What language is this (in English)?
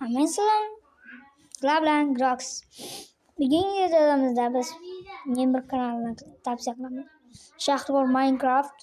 Uzbek